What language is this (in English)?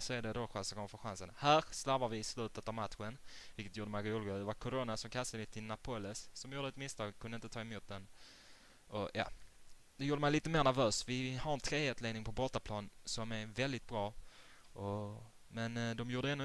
Swedish